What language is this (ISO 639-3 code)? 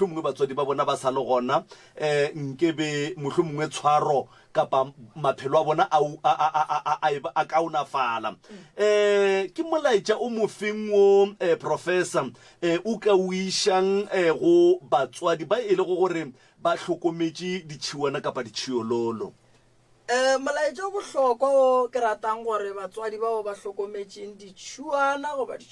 nso